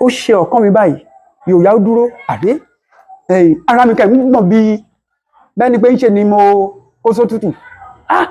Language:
Yoruba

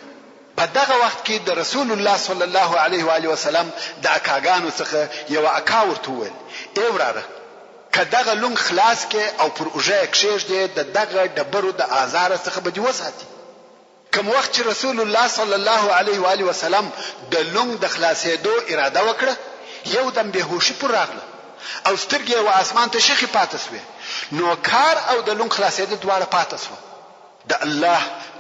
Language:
Pashto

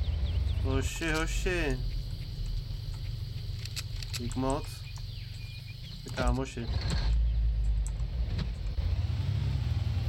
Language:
Czech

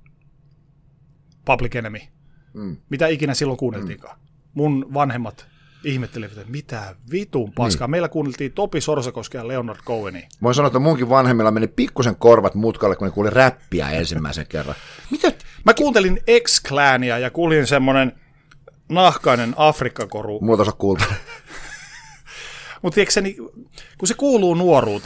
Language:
Finnish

